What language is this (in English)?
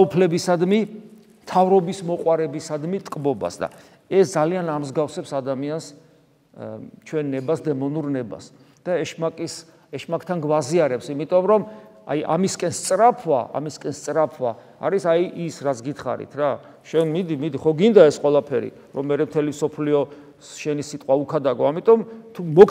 Georgian